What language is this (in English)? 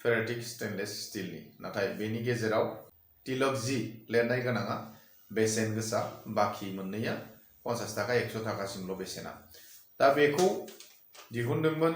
Bodo